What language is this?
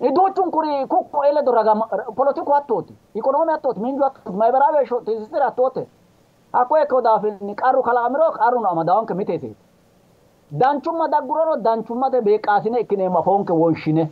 Sidamo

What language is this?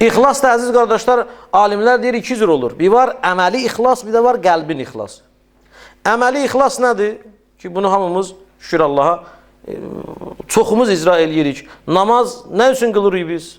Azerbaijani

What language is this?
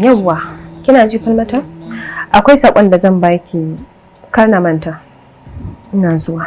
Hausa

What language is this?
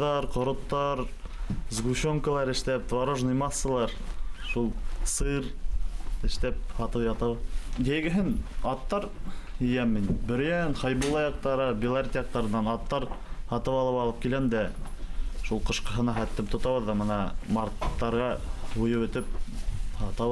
Bashkir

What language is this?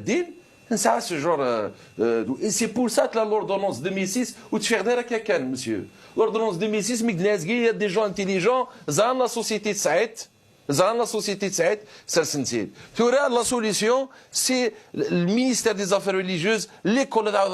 Kabyle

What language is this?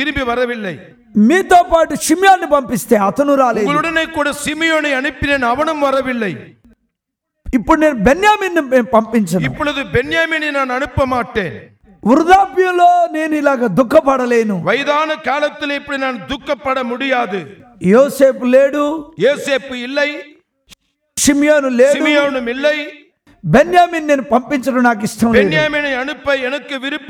Tamil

